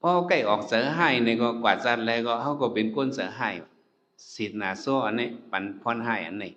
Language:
Shan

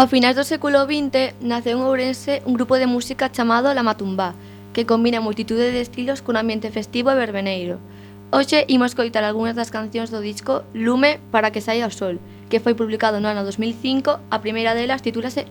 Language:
Galician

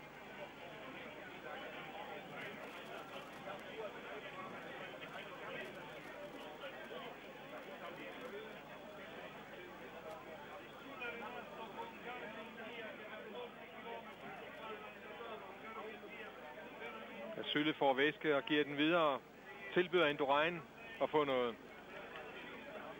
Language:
Danish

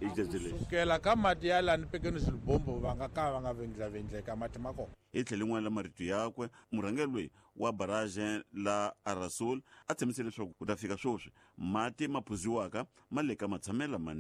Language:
Tsonga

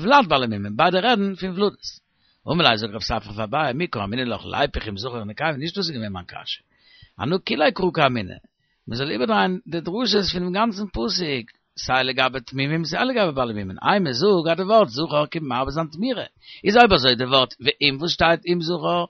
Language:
Yiddish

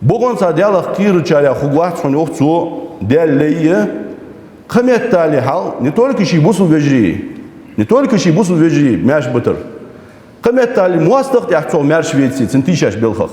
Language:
Ingush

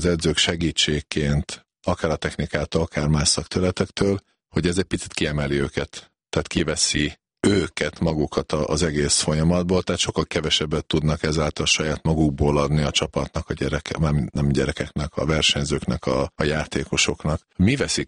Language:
Hungarian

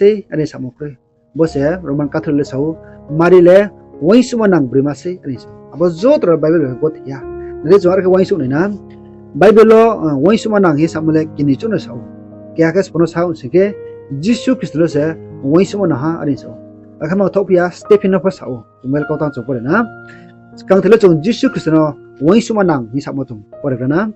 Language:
Riang (India)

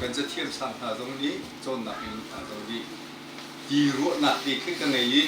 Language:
Hakha Chin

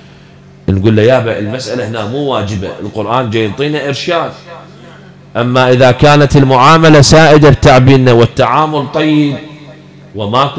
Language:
Arabic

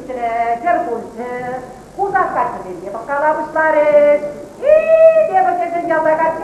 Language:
Chuvash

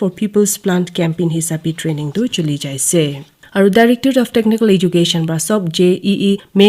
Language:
Naga Pidgin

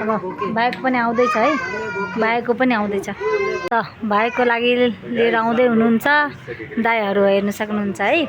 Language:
Nepali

